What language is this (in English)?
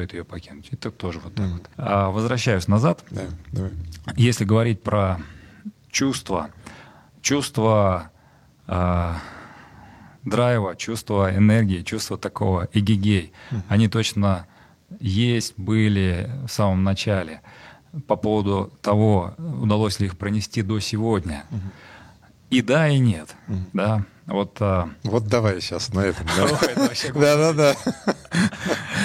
Russian